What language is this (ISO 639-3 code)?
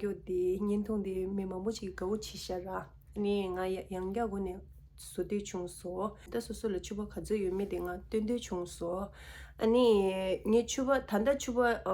bod